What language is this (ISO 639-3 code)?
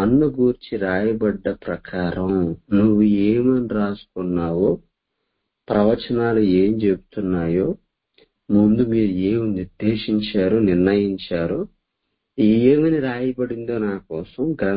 tel